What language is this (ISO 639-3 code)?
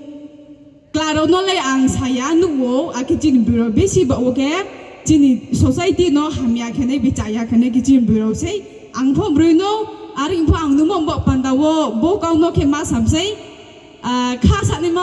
ria